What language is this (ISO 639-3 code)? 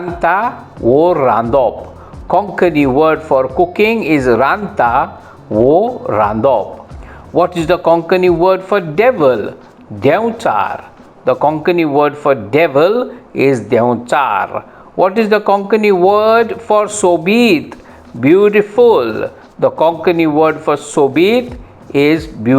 kok